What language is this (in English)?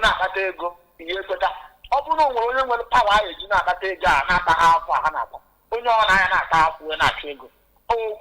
Igbo